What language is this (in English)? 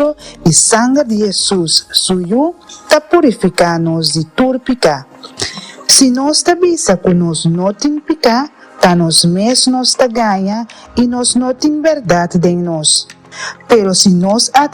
Papiamento